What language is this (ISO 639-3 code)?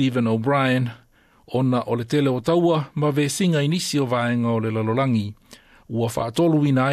smo